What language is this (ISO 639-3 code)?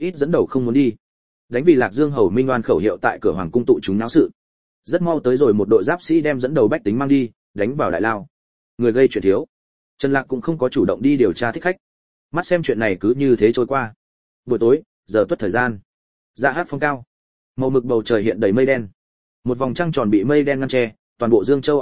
vie